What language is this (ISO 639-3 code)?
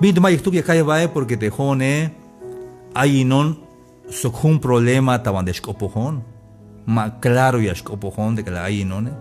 tzh